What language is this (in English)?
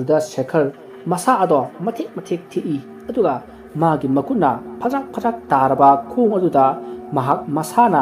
Manipuri